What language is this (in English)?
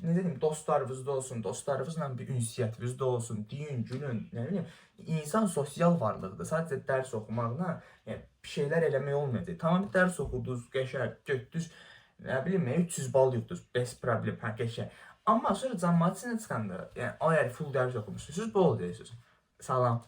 Azerbaijani